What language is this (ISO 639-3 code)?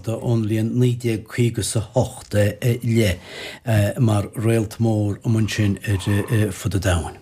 gle